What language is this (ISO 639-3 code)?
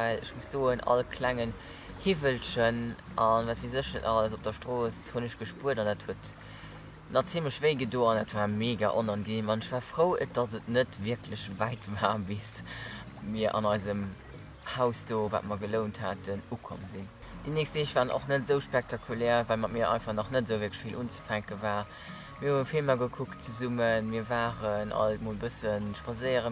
ltz